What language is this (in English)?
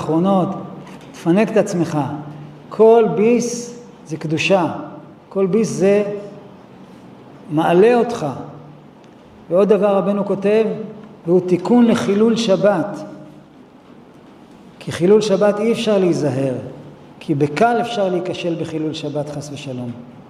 Hebrew